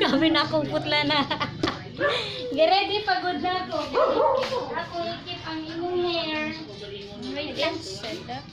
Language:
Cebuano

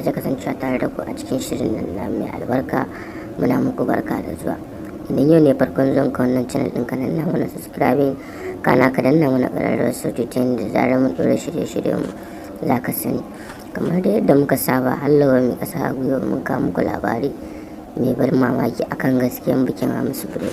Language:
Hausa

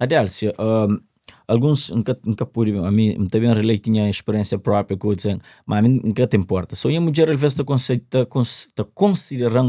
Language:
Kabuverdianu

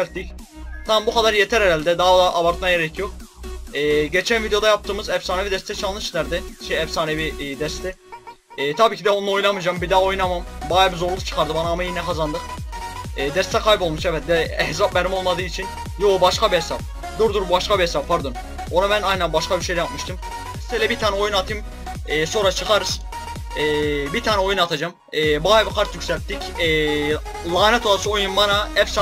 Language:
Turkish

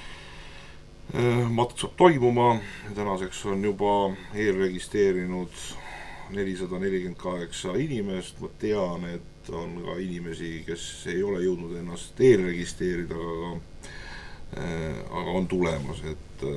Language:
Estonian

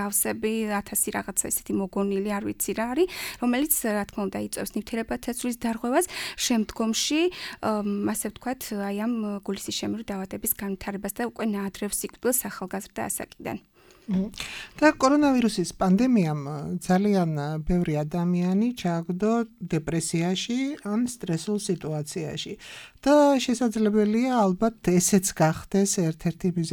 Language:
Georgian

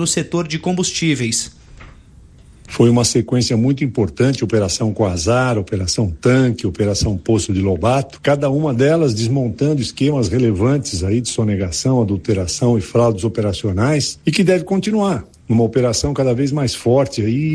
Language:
Portuguese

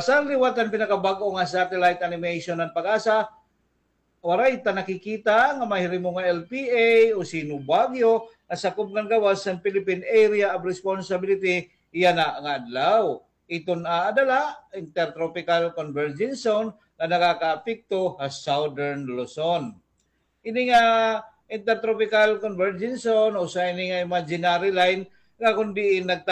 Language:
Waray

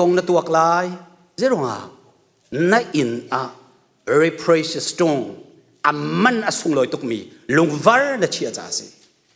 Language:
Hakha Chin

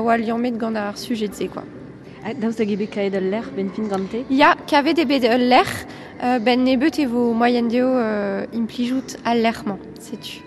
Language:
Breton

